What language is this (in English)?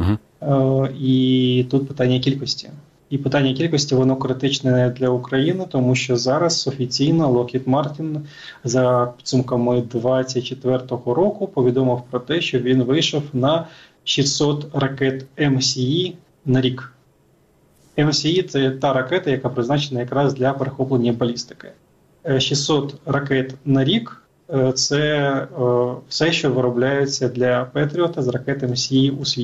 Ukrainian